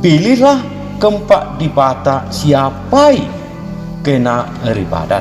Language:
Batak Karo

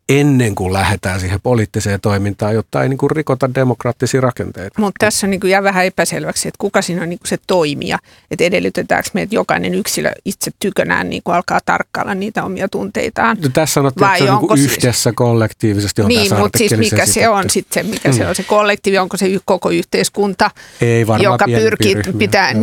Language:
Finnish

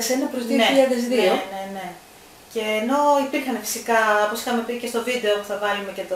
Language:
Greek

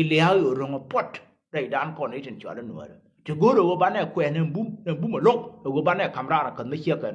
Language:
Nuer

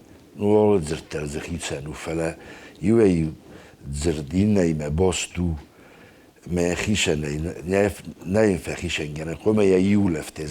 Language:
Ossetic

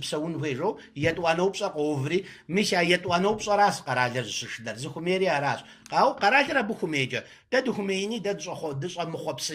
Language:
Kabardian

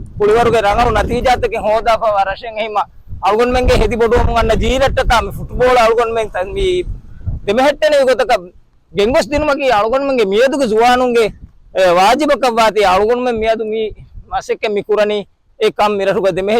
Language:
Divehi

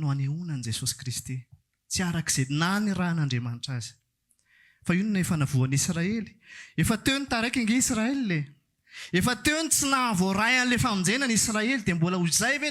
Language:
Malagasy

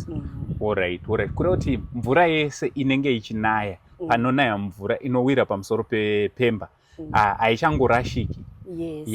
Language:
Shona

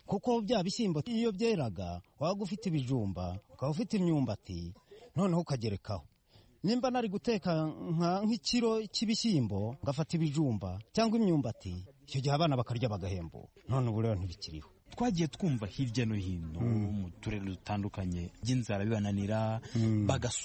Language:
Kinyarwanda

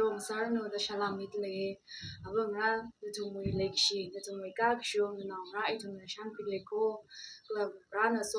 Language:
Tangkhul Naga (India)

